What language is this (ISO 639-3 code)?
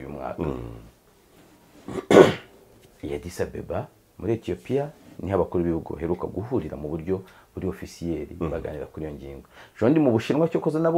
kin